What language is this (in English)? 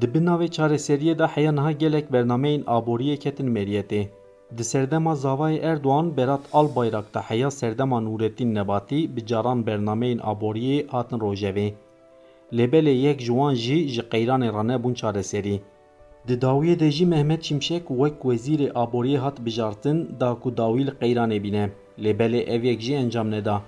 Kurdish